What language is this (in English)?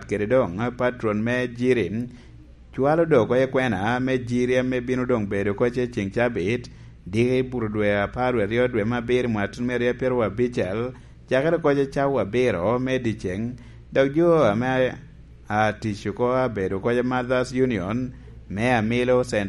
Lango (Uganda)